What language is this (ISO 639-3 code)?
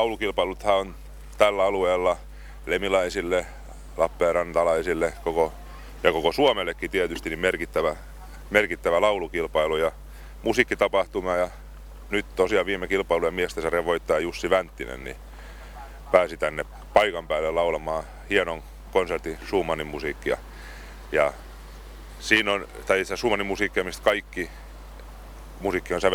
fin